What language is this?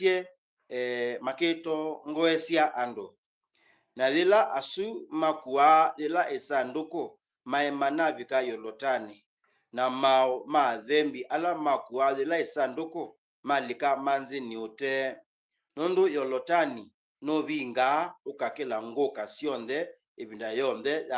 Kamba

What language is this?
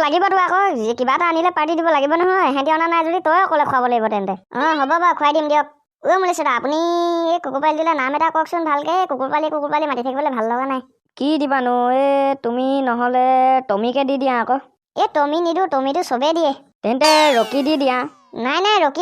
Assamese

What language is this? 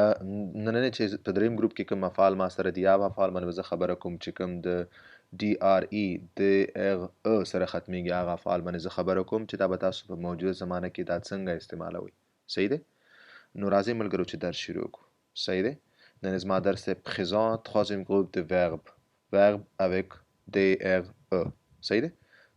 Pashto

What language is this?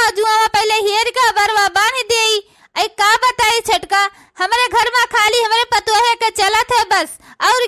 Awadhi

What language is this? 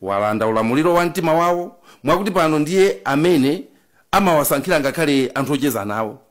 Nyanja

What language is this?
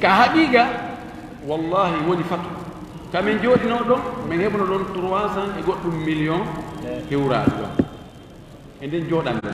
Fula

